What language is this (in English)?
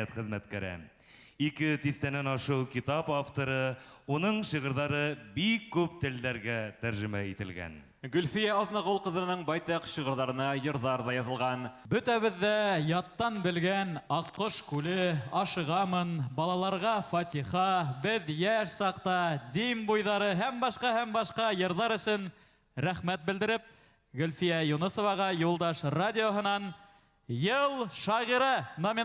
Bashkir